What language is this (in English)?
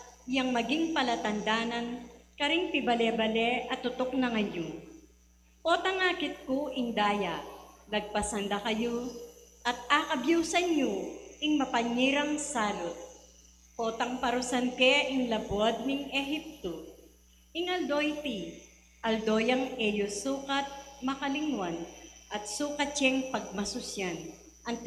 Pampanga